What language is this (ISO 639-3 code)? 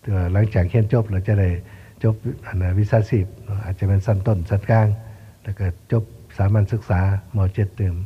lao